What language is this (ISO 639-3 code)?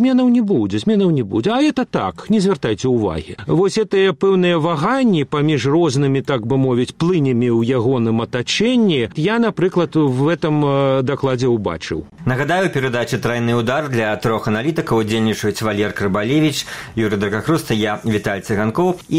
bel